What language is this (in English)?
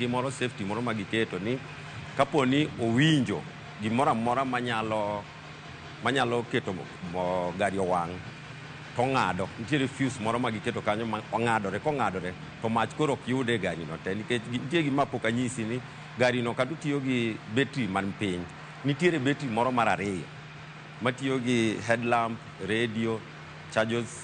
Luo (Kenya and Tanzania)